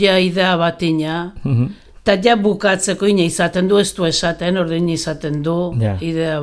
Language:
Basque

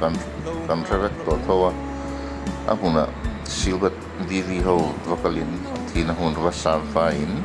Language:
Hmar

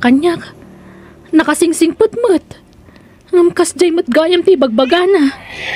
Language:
Iloko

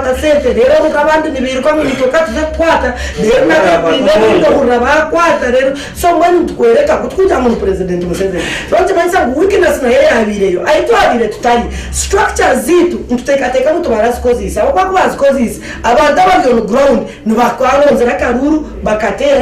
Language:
Nyankole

